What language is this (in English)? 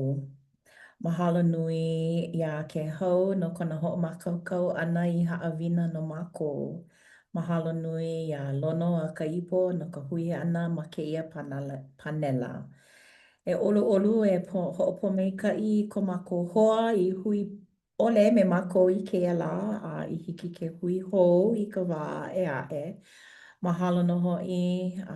Hawaiian